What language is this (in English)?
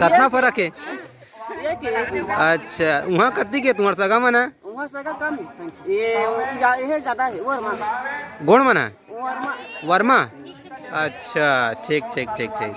Chhattisgarhi